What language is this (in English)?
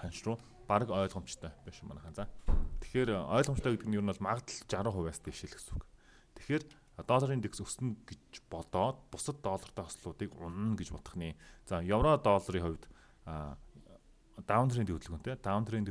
Mongolian